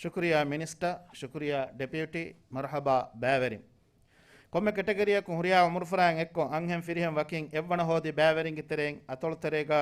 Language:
Divehi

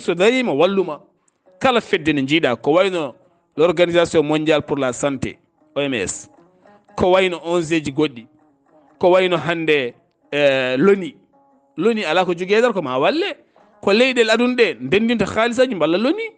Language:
Fula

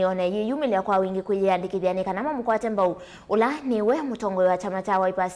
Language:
Kamba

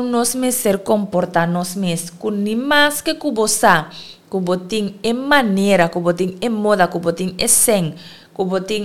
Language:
Papiamento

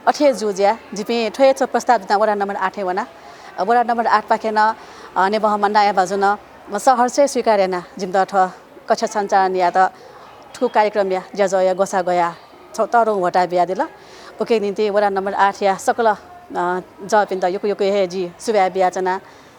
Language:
Newari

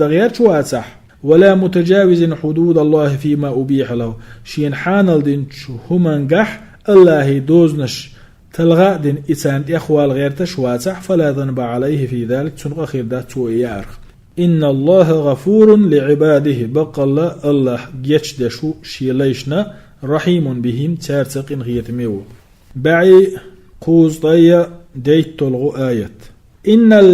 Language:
Chechen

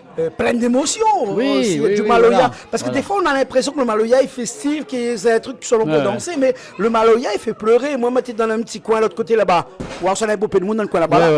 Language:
Réunion Creole French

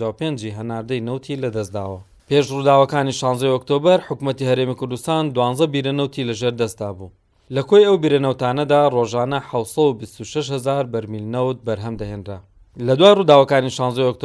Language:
Central Kurdish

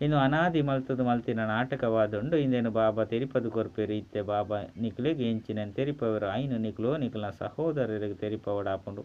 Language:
Tulu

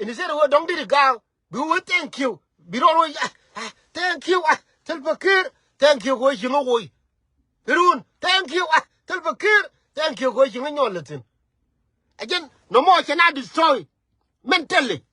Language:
Nuer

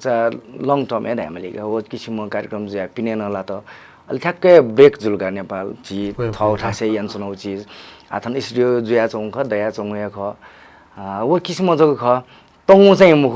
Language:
Newari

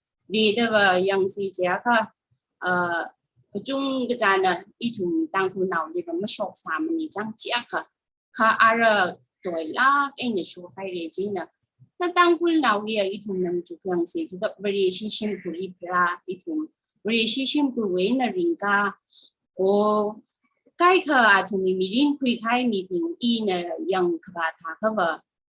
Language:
Tangkhul Naga (India)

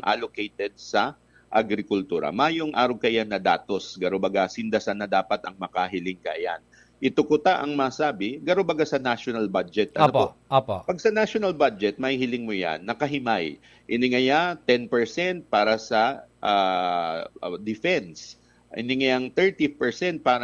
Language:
Bikol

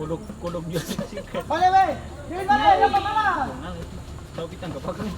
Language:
Ambonese Malay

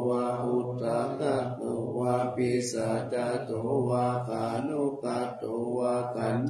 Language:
Pali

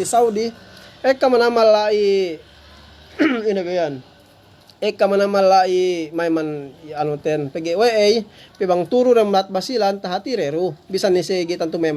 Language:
Yakan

